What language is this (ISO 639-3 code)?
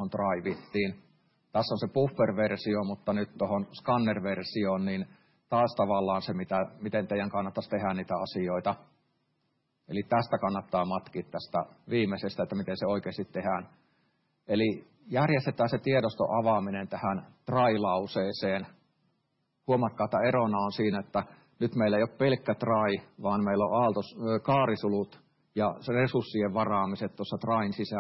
fin